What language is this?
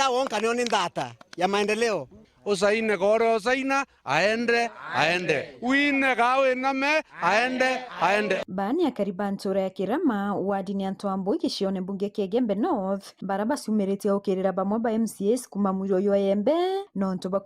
Meru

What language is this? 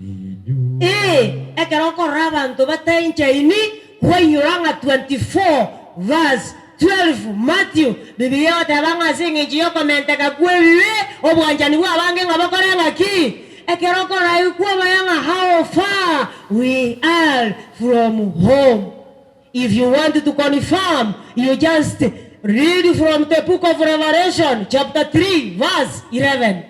Gusii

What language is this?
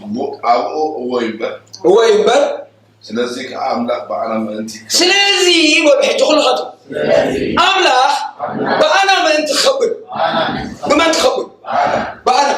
Tigrinya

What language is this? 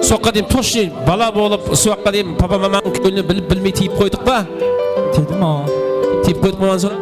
Kara-Kalpak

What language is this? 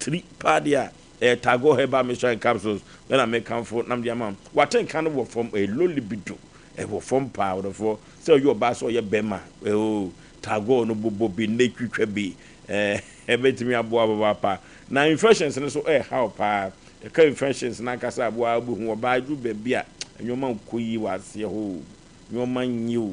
Akan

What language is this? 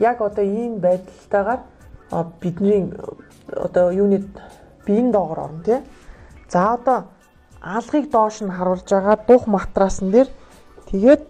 Mongolian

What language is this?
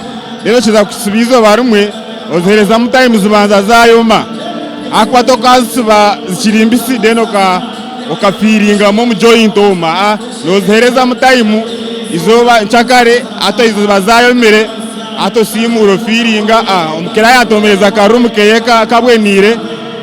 Nyankole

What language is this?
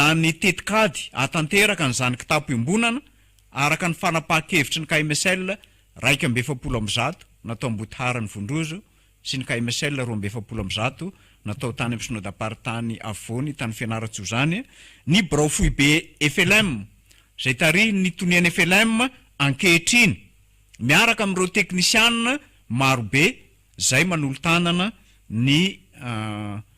Malagasy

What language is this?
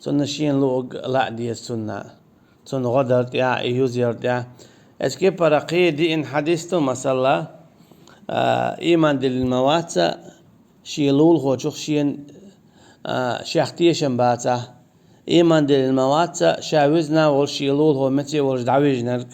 Chechen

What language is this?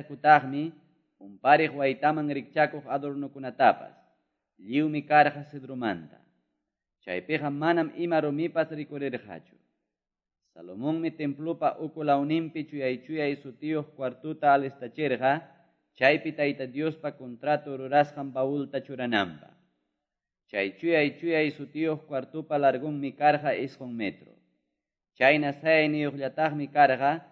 Quechua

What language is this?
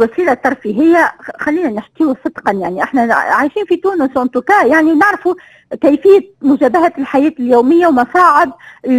Tunisian Arabic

